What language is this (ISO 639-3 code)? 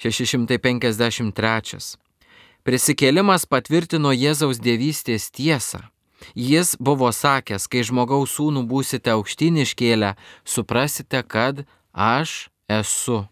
lit